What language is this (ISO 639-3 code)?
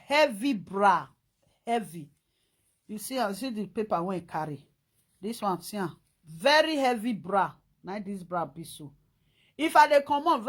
pcm